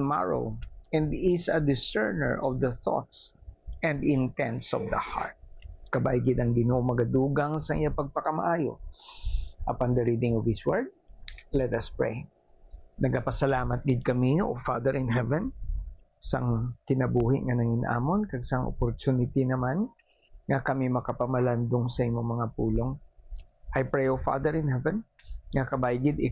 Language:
Hiligaynon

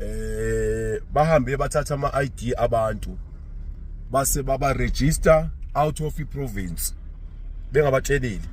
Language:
Zulu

